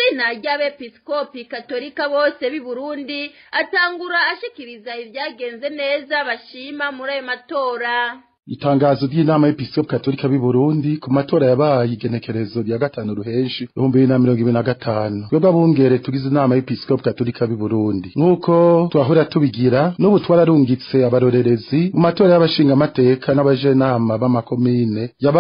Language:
Rundi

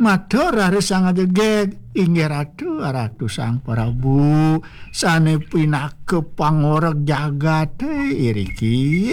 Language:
Balinese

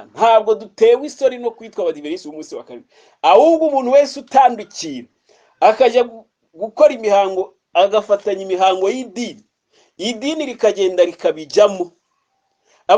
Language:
Kinyarwanda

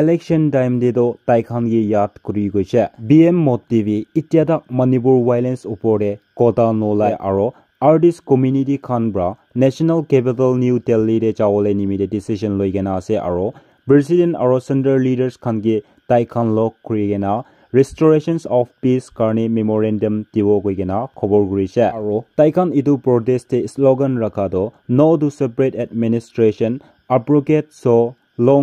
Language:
Naga Pidgin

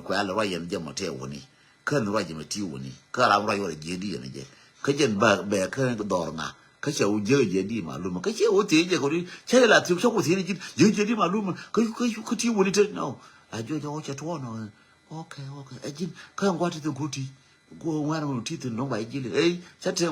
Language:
Nuer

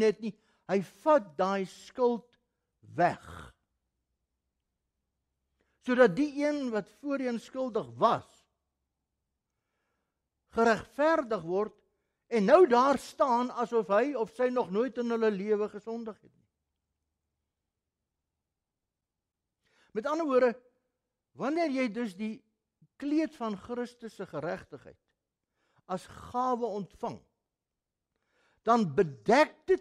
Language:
Afrikaans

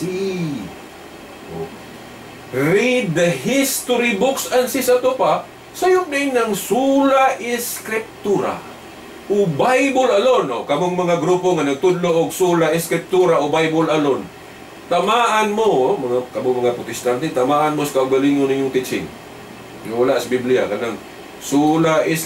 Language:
Cebuano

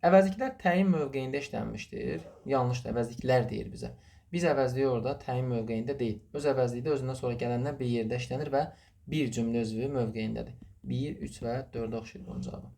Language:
Azerbaijani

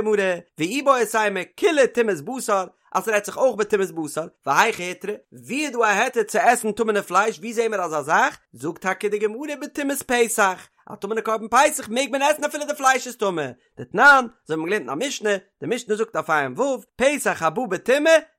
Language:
Yiddish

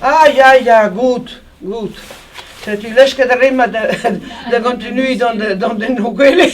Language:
Breton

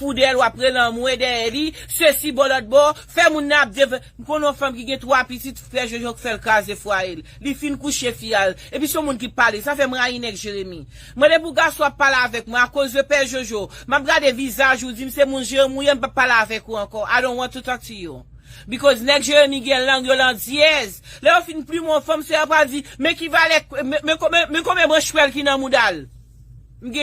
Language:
Haitian Creole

